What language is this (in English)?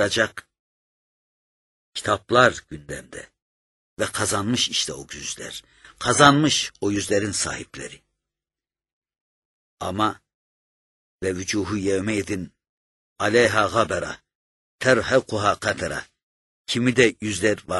Turkish